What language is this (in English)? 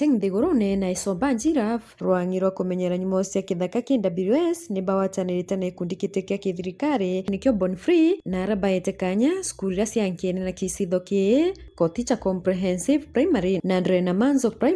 Meru